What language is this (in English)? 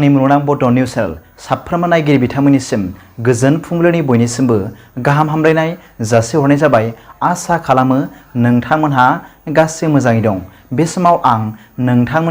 Bodo